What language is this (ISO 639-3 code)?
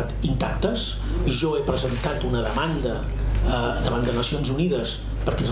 cat